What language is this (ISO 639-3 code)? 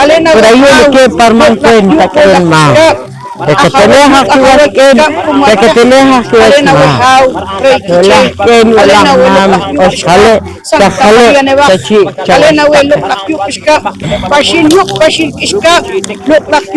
poh